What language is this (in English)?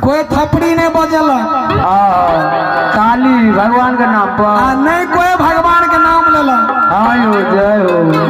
Maithili